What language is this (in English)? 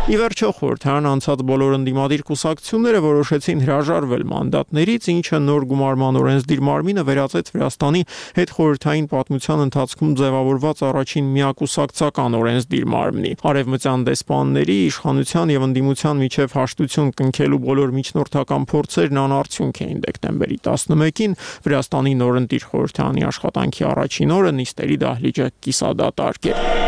Armenian